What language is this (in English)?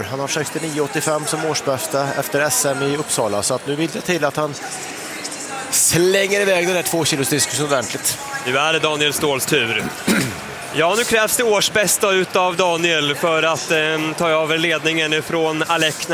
Swedish